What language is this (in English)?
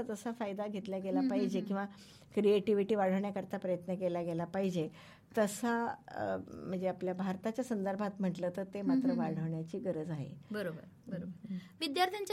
Marathi